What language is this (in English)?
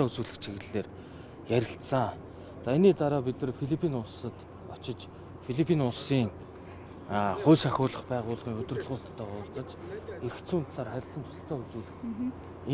Mongolian